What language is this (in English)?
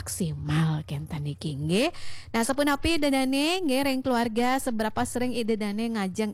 Balinese